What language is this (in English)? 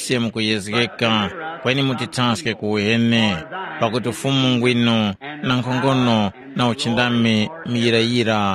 Tumbuka